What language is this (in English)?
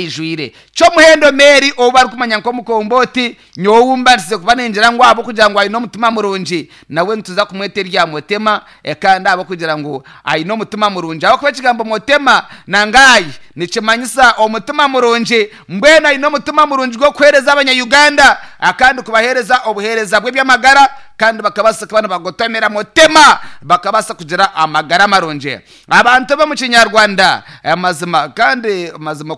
Nyankole